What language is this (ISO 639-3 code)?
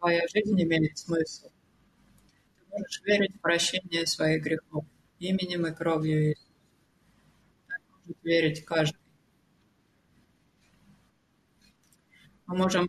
rus